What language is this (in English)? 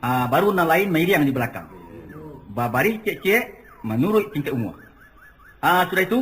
Minangkabau